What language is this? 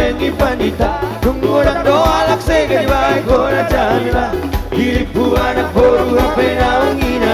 Batak Toba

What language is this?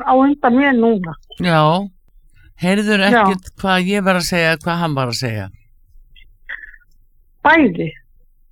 Icelandic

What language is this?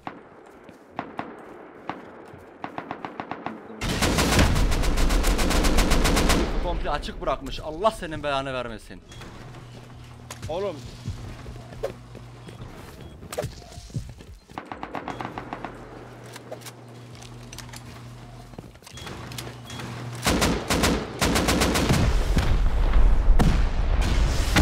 Turkish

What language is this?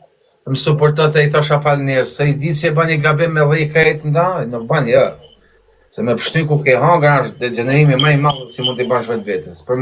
Albanian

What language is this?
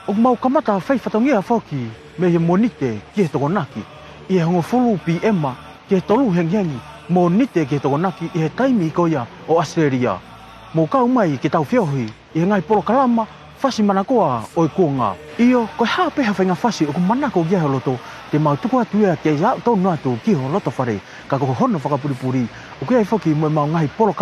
Tongan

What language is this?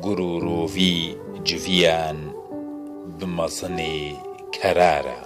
Kurdish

